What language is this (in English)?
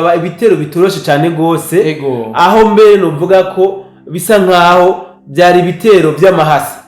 Rundi